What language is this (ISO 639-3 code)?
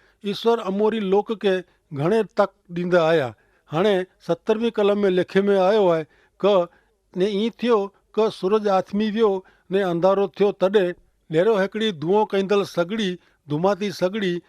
kfr